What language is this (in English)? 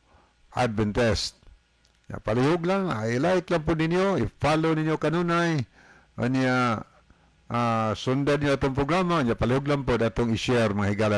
Cebuano